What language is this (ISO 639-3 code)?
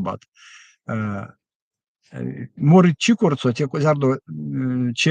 myv